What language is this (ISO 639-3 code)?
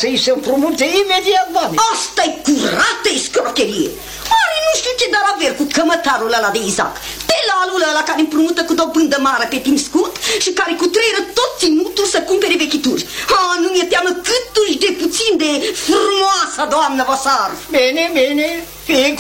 ron